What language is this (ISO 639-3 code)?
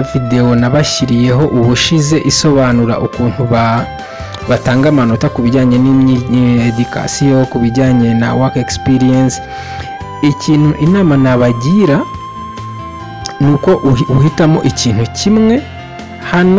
kin